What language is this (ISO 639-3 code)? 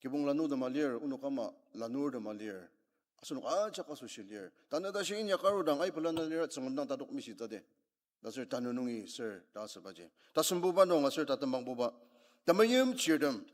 njo